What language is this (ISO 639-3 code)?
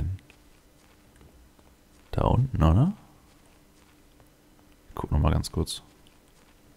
deu